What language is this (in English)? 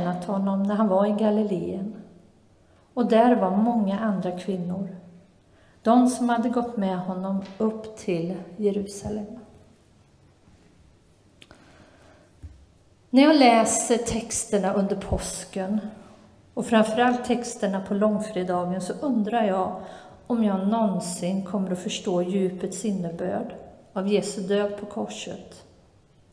Swedish